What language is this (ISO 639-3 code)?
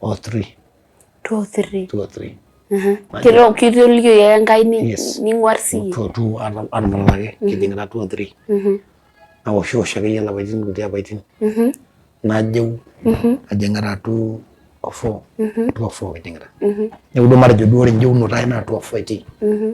mas